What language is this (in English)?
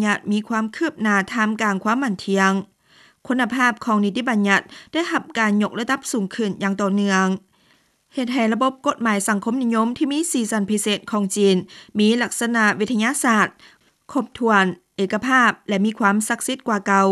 Lao